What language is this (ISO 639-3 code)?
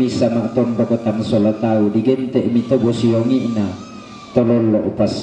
sda